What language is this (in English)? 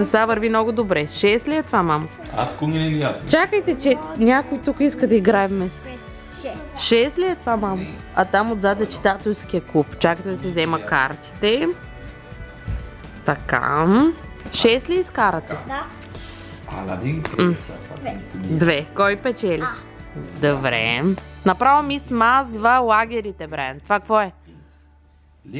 Bulgarian